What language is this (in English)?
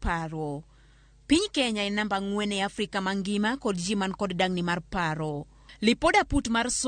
Luo (Kenya and Tanzania)